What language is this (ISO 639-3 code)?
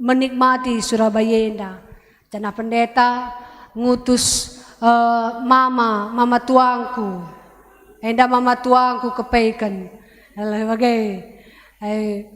btx